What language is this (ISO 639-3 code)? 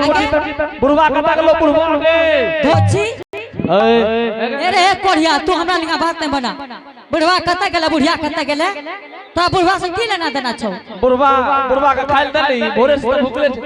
anp